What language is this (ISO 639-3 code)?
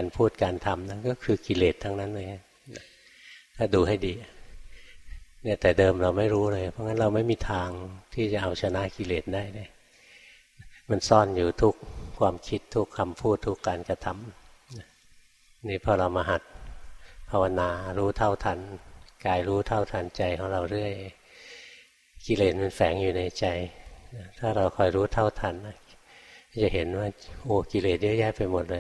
tha